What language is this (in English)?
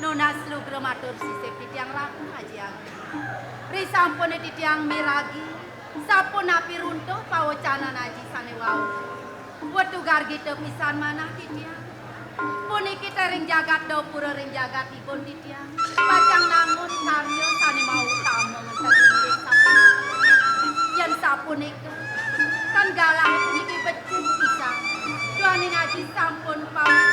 Balinese